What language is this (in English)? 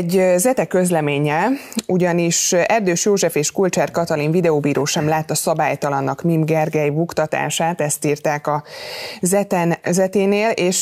Hungarian